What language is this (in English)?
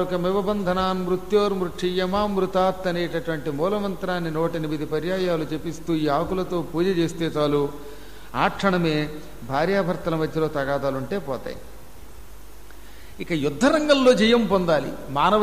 Telugu